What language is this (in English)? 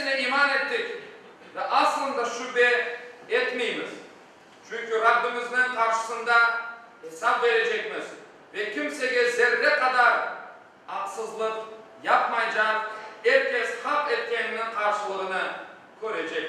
Crimean Tatar